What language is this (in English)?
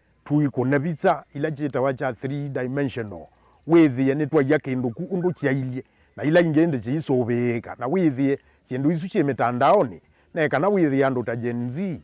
Kamba